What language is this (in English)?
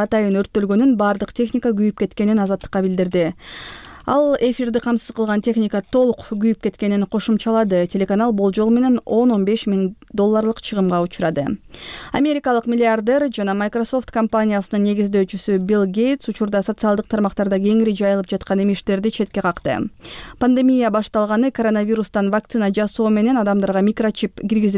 Kyrgyz